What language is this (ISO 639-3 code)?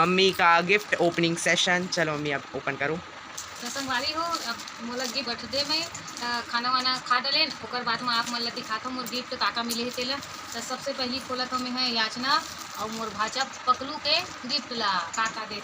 hne